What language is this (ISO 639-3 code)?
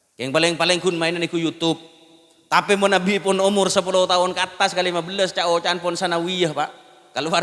mad